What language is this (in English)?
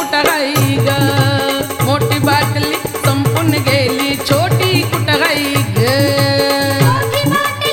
Marathi